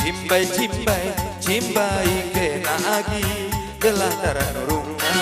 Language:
Batak Karo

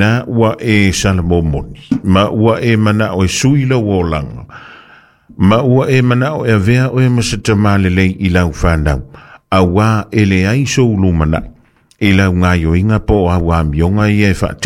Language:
Samoan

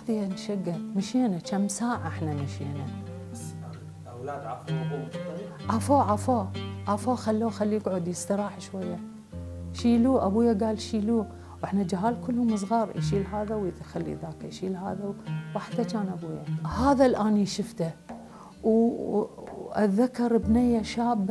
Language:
Mesopotamian Arabic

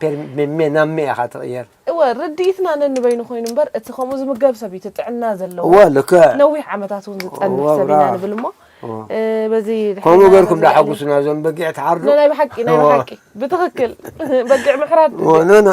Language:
Tigrinya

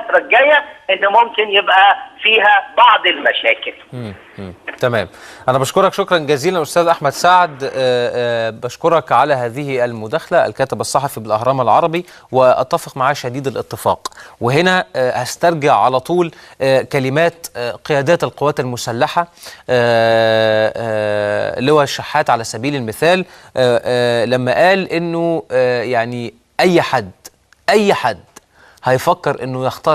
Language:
Egyptian Arabic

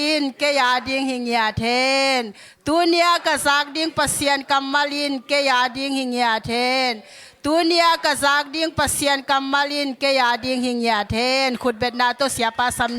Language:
Tedim Chin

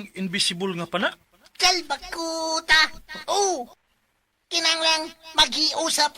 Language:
Cebuano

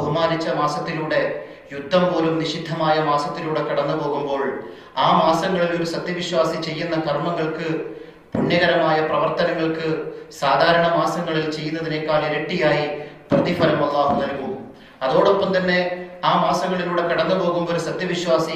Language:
Malayalam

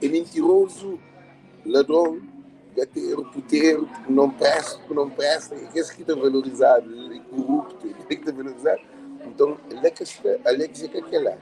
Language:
Kabuverdianu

